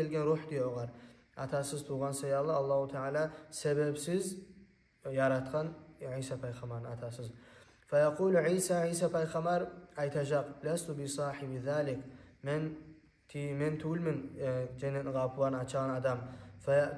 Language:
Kumyk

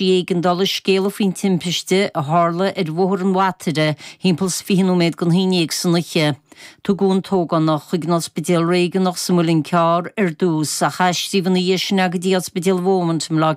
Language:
Irish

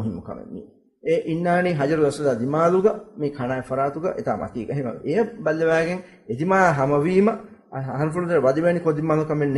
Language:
Divehi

